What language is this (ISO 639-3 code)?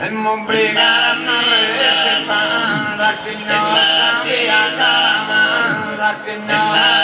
srd